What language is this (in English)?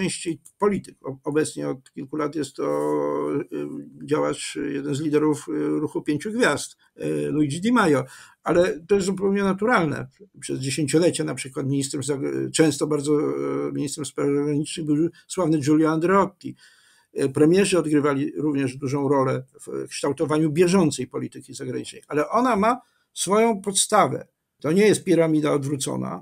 Polish